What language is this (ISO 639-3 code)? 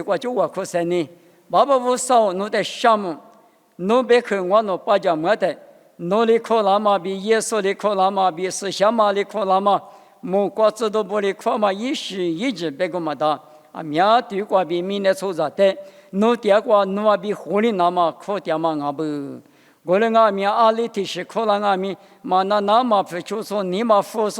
lis